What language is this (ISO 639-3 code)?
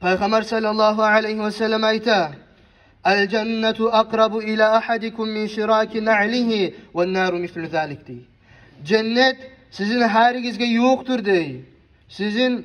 kum